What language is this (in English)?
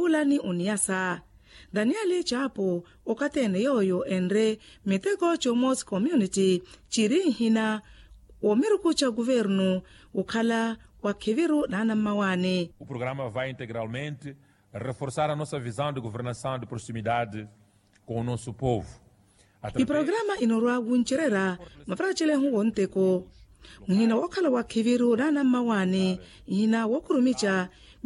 Makhuwa